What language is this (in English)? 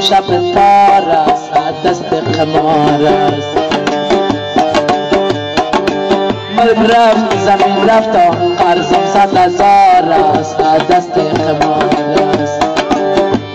Persian